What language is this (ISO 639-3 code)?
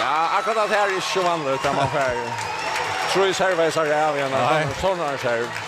fao